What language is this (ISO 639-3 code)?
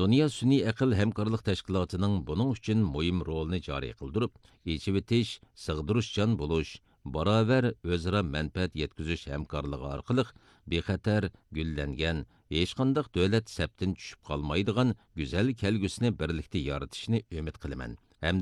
uig